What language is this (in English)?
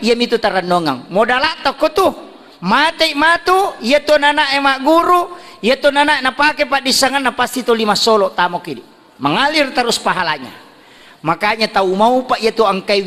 Buginese